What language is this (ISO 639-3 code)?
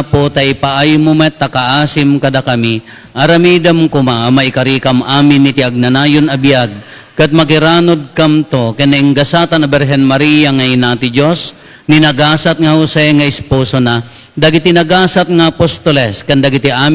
ilo